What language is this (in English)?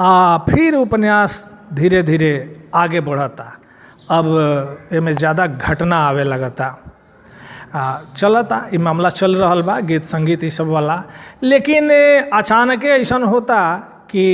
Bhojpuri